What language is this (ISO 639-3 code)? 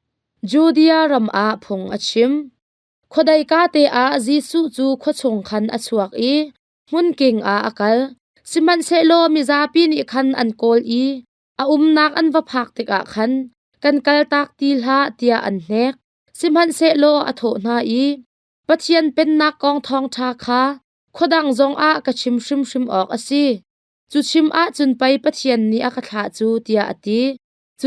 cnh